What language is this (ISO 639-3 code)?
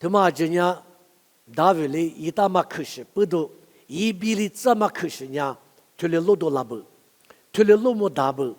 lis